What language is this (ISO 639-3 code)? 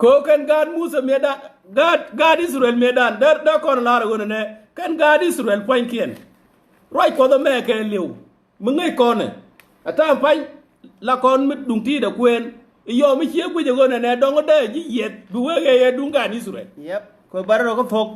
nus